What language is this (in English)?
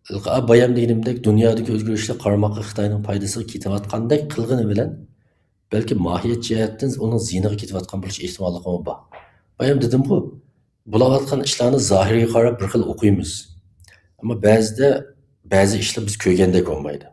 Uyghur